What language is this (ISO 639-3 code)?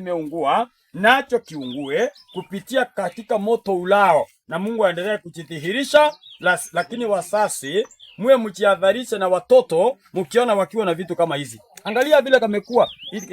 swa